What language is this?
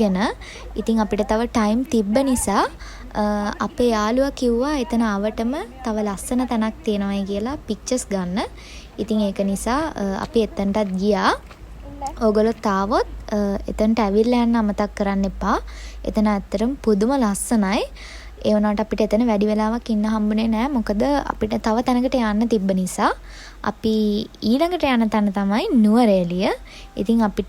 Sinhala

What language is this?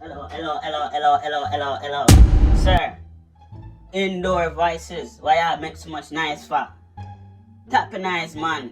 Jamaican Creole English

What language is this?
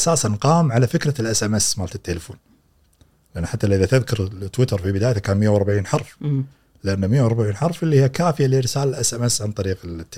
Gulf Arabic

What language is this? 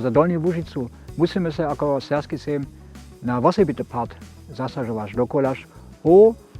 Upper Sorbian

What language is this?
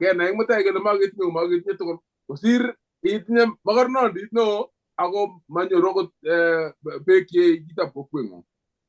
Kalenjin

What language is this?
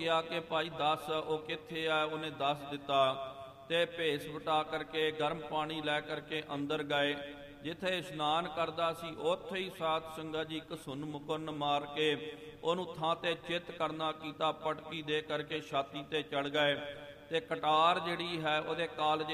Punjabi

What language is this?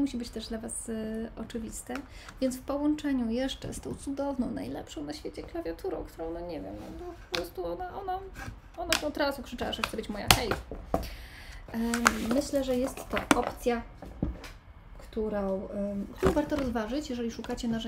Polish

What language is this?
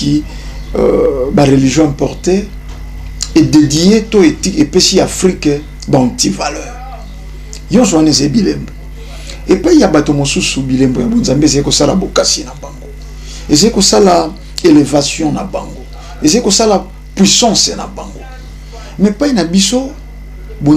Lingala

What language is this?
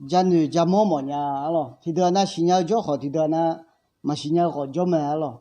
Akha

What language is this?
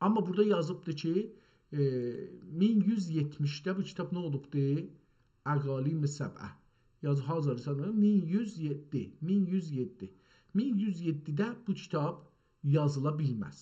South Azerbaijani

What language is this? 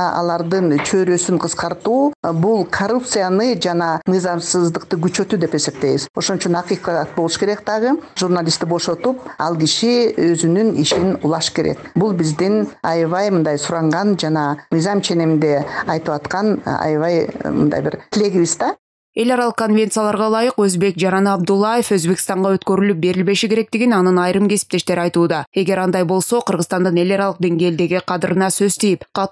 Kyrgyz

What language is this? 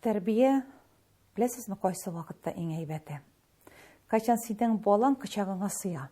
Tatar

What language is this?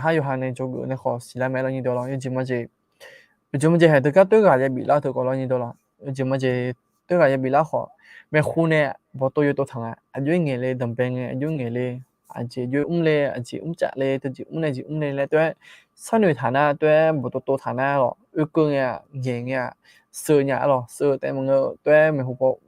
Akha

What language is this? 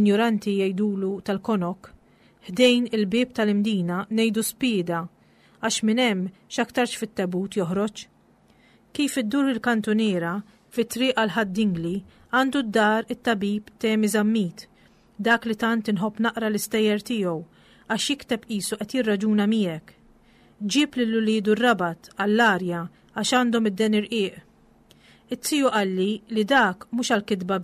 Maltese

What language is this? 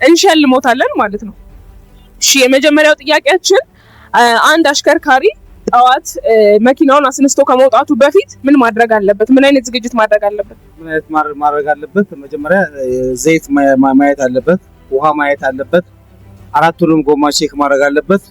Amharic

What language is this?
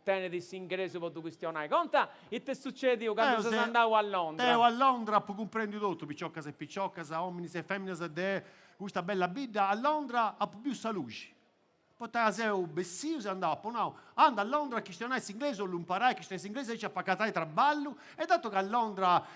Sardinian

